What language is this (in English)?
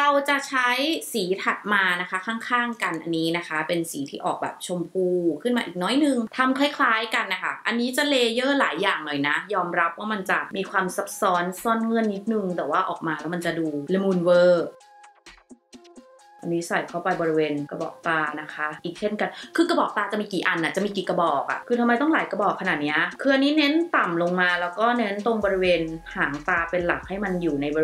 Thai